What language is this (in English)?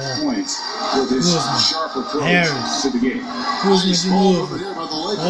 Portuguese